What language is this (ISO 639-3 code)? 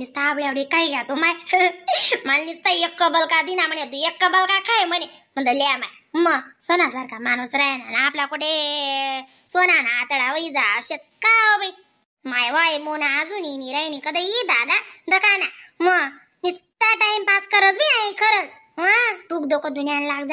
khn